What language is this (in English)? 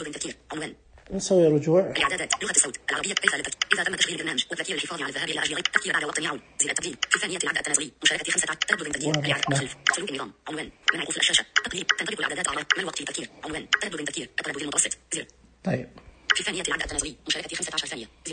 Najdi Arabic